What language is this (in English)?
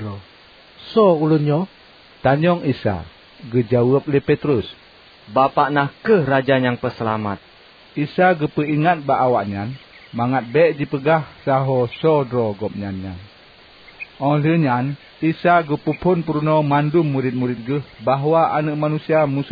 Achinese